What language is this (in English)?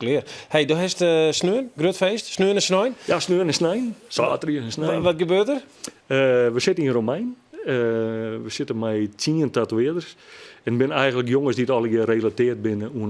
Western Frisian